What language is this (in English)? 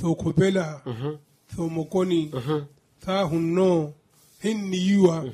Makhuwa